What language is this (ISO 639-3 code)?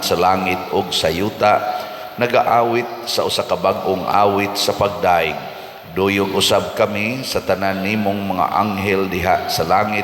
ceb